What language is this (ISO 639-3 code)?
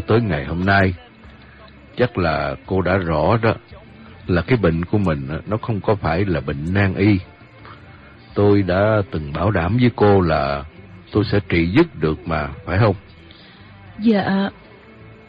vie